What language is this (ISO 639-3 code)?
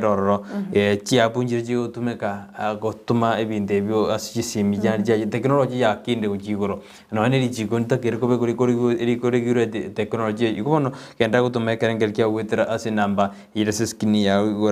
guz